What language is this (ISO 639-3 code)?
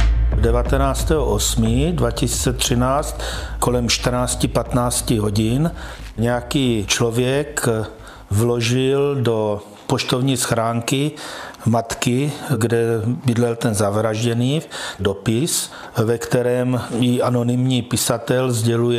ces